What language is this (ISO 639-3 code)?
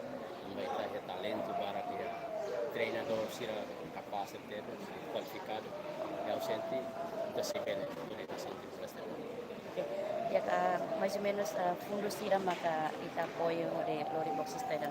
tet